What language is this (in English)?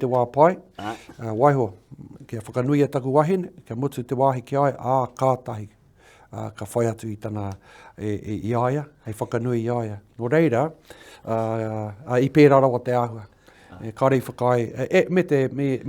Māori